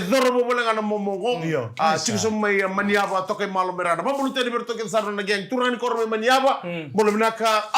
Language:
Fijian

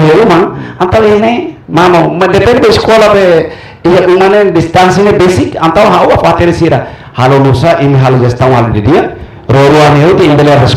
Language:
Tetum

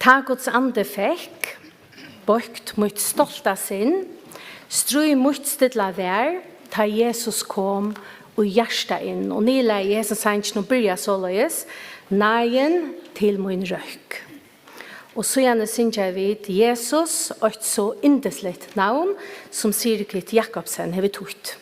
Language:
Faroese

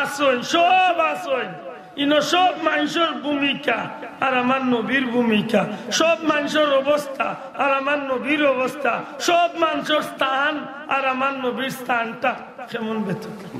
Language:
Sylheti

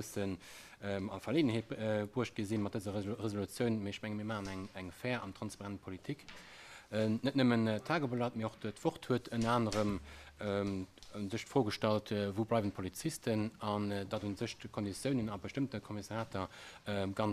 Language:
Luxembourgish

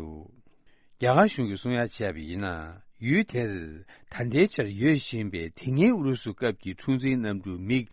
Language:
Tibetan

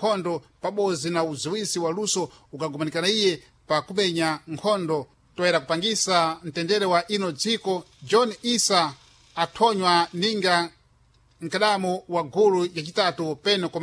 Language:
Sena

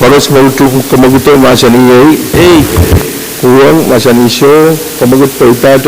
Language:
Pohnpeian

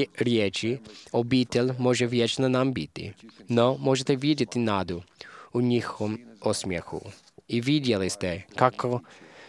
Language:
Croatian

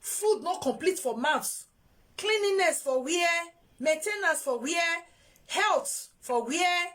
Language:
Nigerian Pidgin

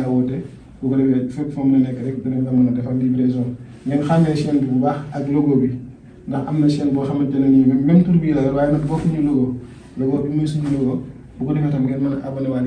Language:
Wolof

